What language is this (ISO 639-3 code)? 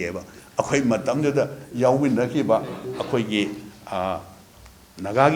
mni